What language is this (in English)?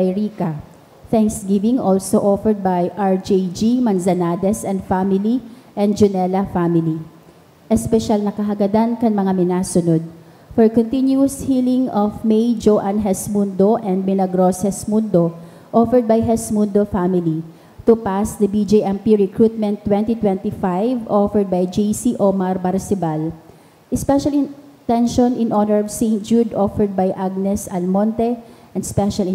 Bikol